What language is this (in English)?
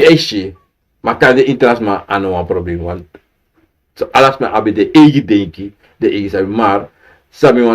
Sranan Tongo